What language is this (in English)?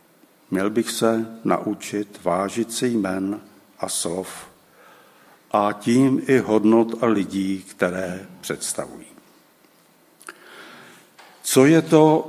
Czech